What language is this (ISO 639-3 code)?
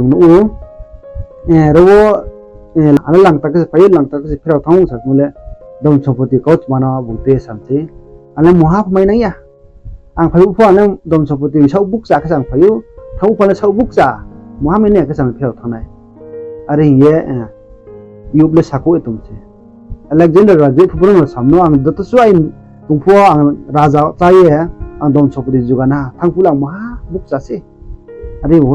ria